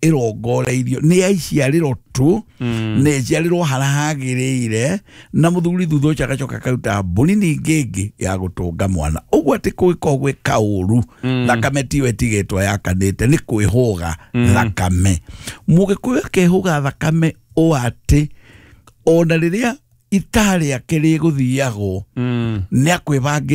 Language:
Kikuyu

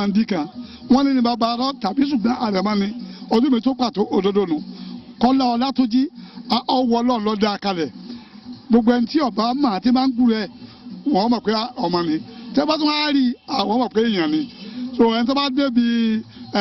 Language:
Yoruba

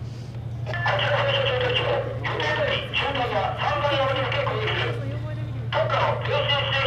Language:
Japanese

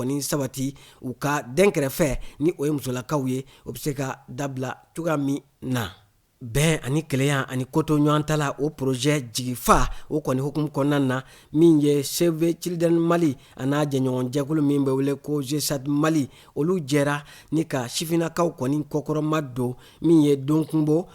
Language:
Bambara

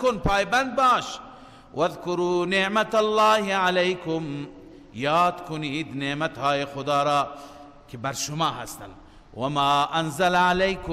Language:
Persian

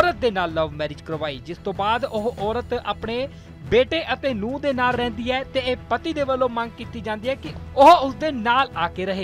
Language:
Punjabi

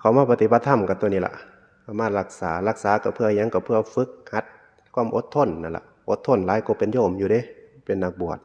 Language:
Northeastern Thai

